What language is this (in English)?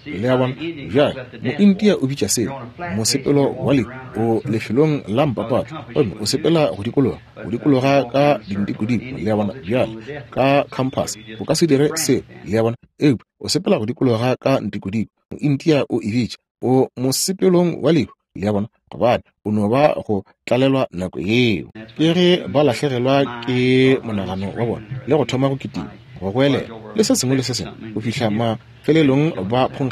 Northern Sotho